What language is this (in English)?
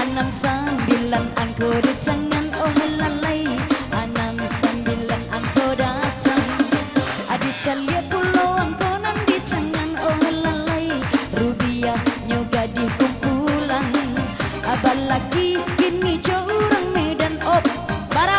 Minangkabau